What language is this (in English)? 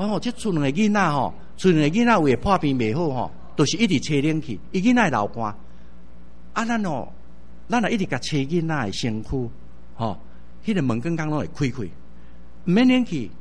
Min Nan Chinese